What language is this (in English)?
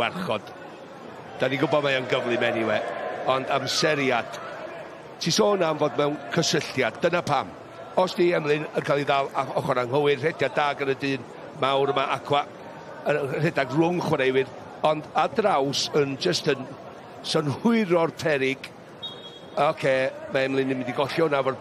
Welsh